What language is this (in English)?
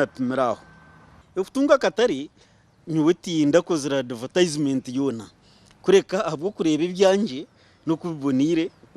Nyankole